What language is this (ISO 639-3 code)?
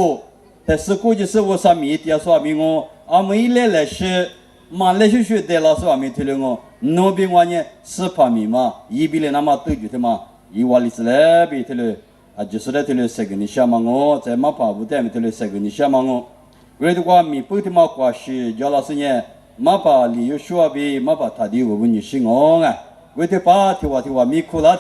lis